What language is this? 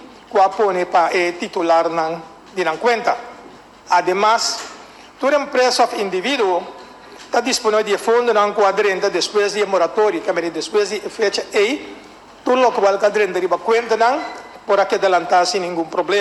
Papiamento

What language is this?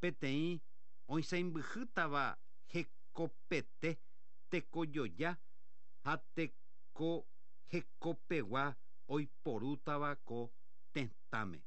Guarani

